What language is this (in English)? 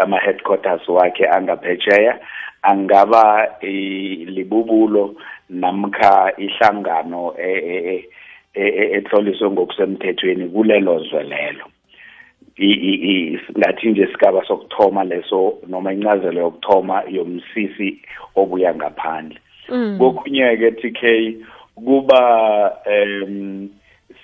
South Ndebele